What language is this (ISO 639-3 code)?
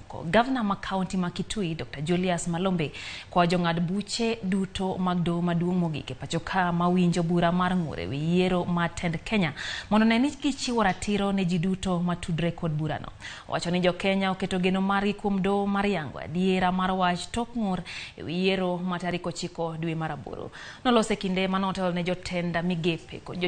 luo